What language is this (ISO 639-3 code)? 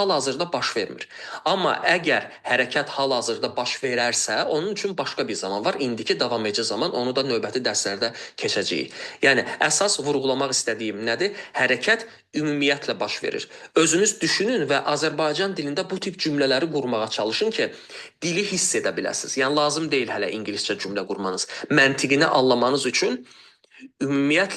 aze